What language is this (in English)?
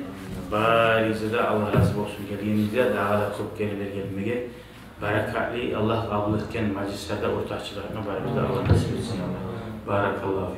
Kumyk